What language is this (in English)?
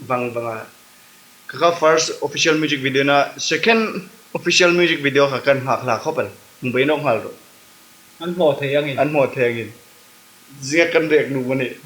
Hmar